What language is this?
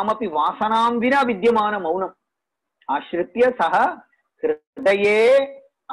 Sanskrit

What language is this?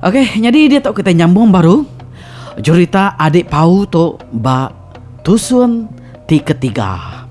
Iban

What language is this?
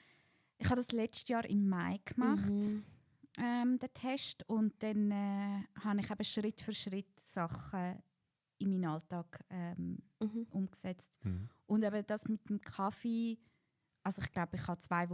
Swiss German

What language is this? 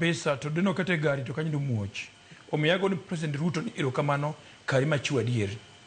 Luo (Kenya and Tanzania)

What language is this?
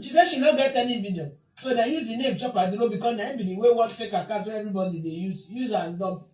Nigerian Pidgin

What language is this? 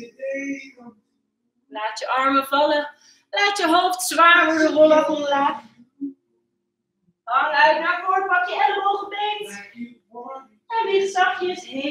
Dutch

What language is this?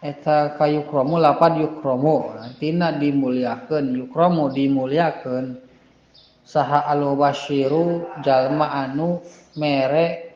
Sundanese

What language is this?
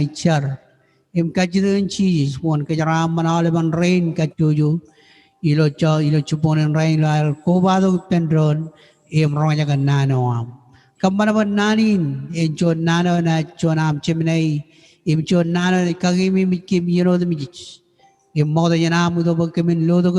Marshallese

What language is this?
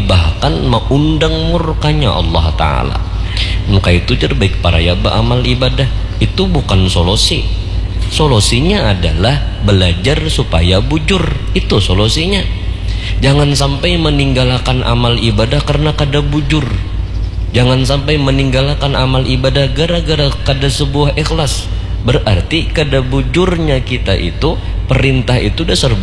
Banjar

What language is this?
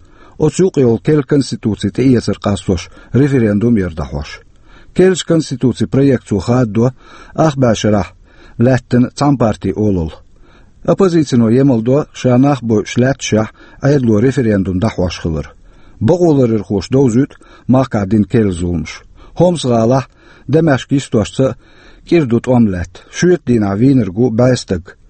Chechen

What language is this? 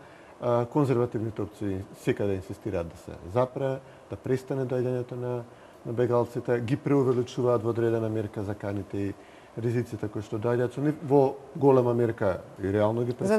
Macedonian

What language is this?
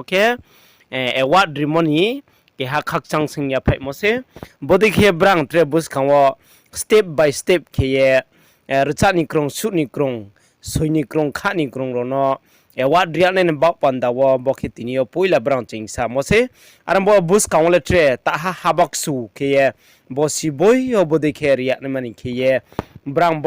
Riang (India)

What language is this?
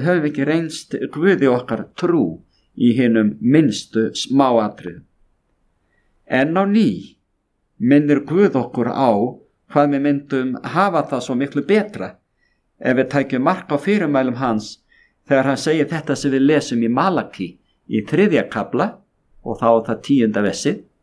Icelandic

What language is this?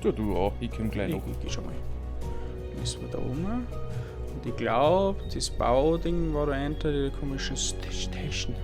Bavarian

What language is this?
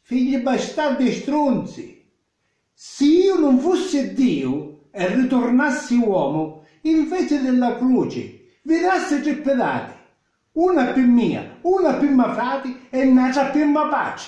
Sicilian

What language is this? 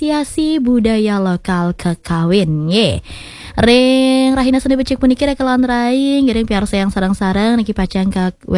Balinese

